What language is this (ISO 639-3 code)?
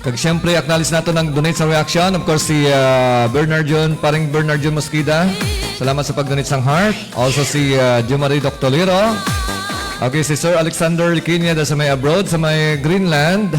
hil